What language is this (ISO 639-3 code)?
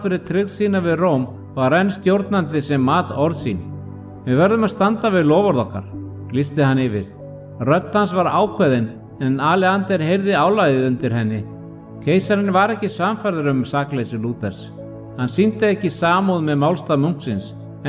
isl